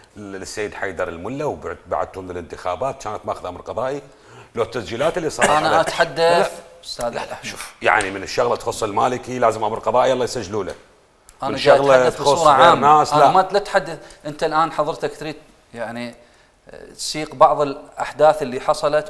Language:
Mesopotamian Arabic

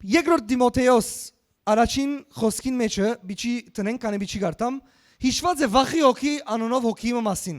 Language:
Western Armenian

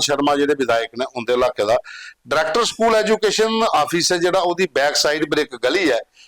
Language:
Dogri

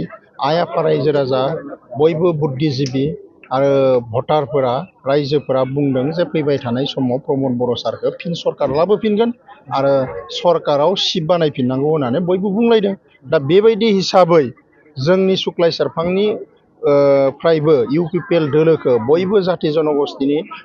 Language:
Bodo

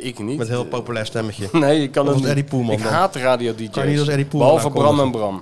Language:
Dutch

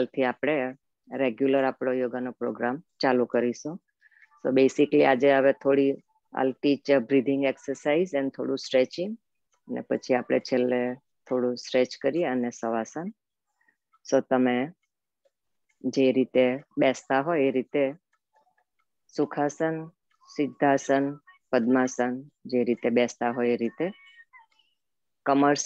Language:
Gujarati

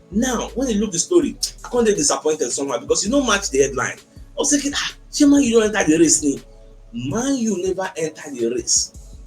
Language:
Nigerian Pidgin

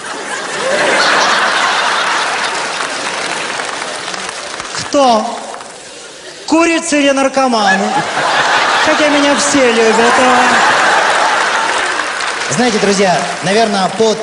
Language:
Russian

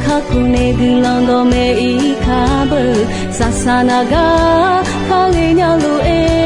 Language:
Akha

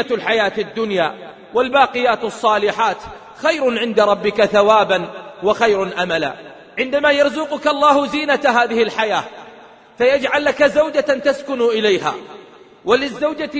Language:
Arabic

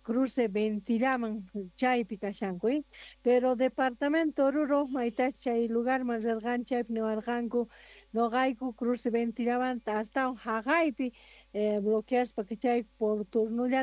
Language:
Quechua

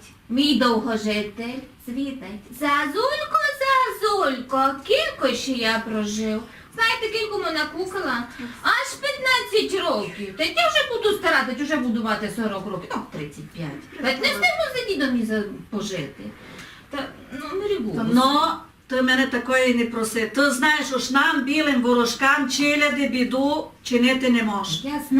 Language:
Rusyn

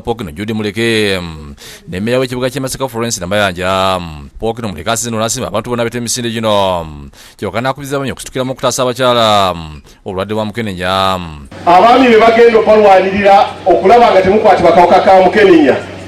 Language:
Ganda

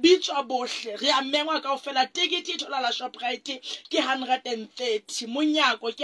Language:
Southern Sotho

